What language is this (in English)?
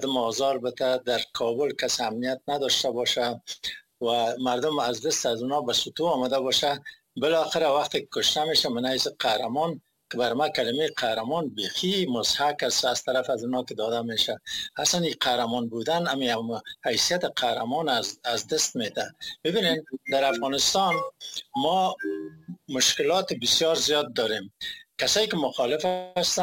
Persian